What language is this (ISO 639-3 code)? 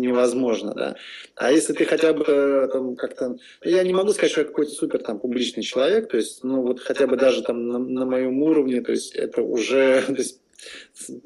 rus